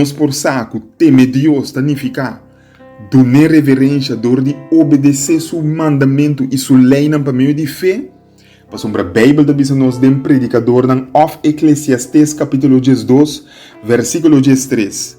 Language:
Papiamento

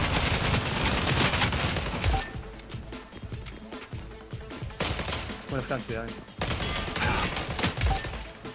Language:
Hebrew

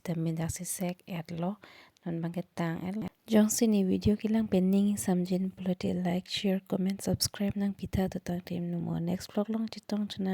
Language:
Karbi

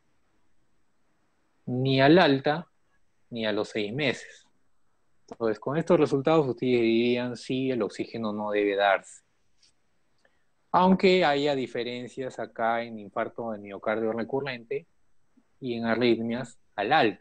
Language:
Spanish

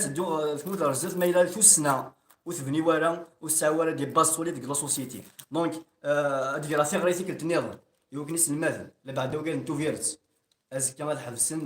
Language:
Kabyle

